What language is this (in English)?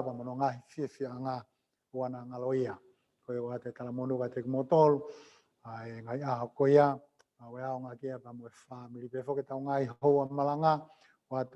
Tongan